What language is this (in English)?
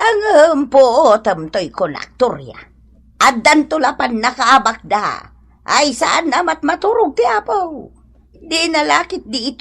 Iloko